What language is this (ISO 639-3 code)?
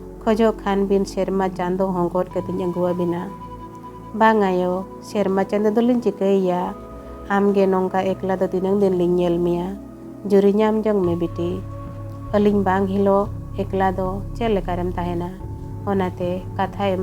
sat